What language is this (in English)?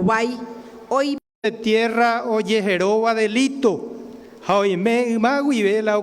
Guarani